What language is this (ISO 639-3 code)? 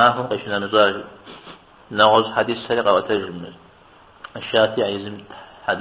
kbd